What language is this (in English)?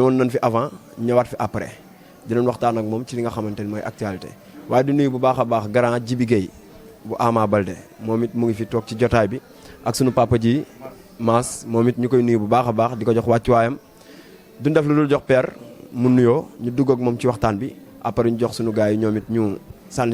Wolof